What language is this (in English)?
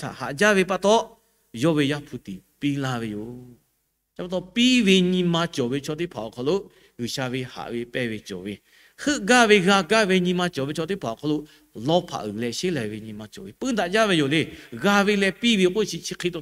Lahu